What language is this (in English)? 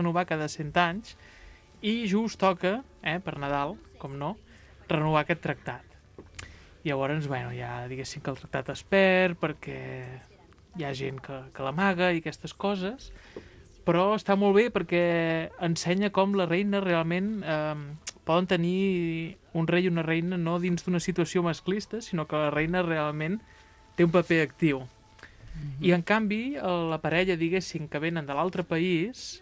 Catalan